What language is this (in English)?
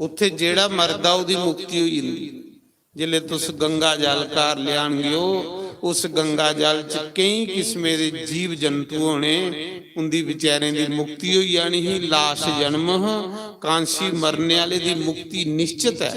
Dogri